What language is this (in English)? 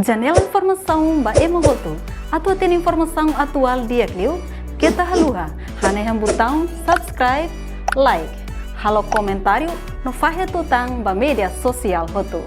Tetum